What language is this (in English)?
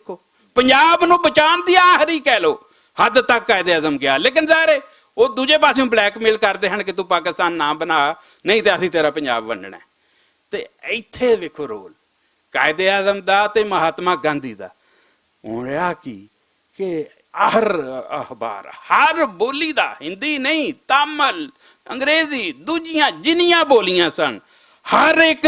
Western Panjabi